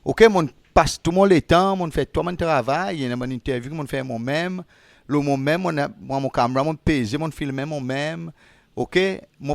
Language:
Seselwa Creole French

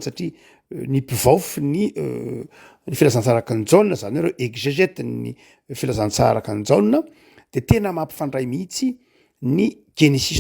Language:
Malagasy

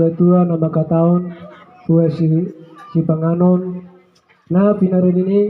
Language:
Batak Toba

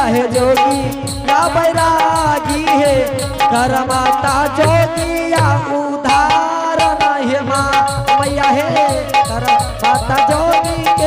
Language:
Angika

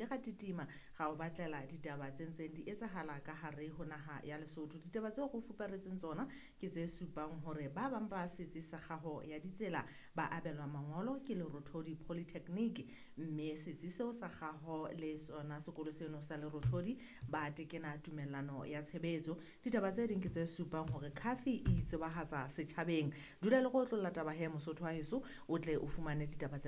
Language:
Southern Sotho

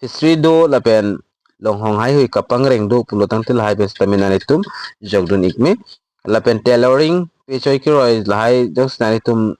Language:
Karbi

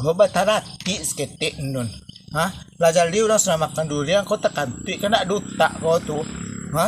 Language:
Minangkabau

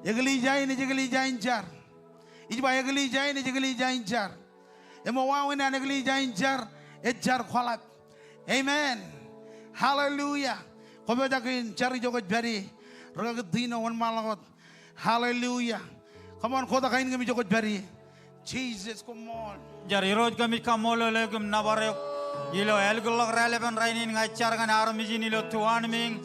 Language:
Marshallese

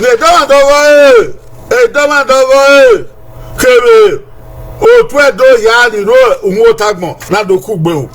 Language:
Bini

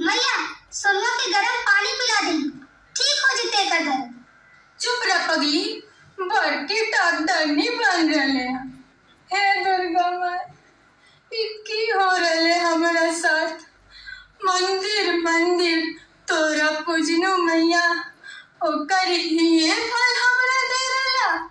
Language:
Magahi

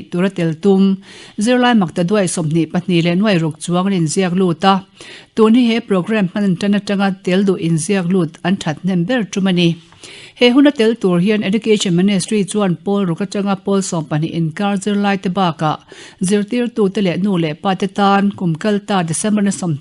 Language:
Mizo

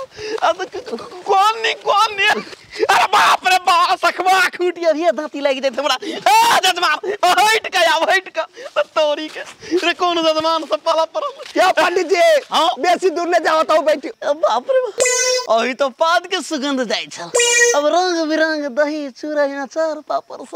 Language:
Maithili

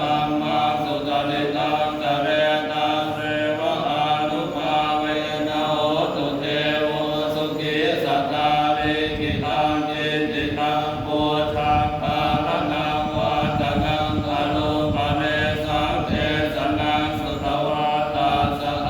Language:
Pali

